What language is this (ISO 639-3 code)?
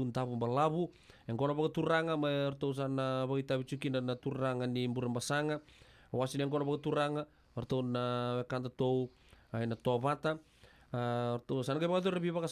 fij